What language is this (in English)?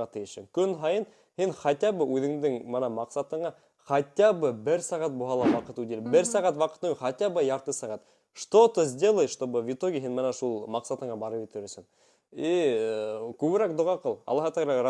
Bashkir